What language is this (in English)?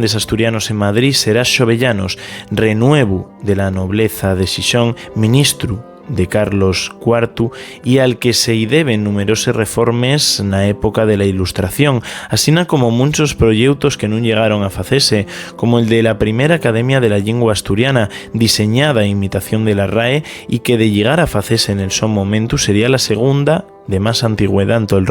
Asturian